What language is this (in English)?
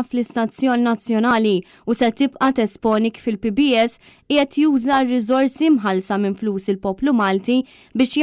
Maltese